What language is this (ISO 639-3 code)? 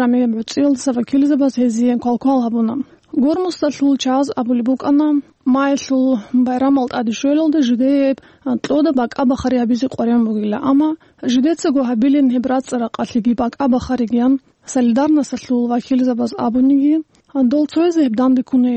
ava